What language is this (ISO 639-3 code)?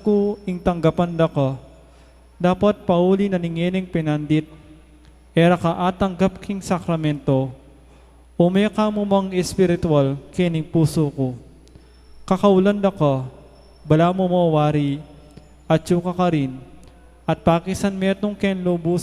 pam